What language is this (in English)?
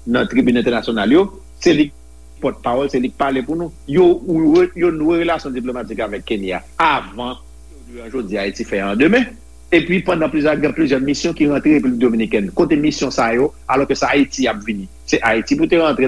Haitian Creole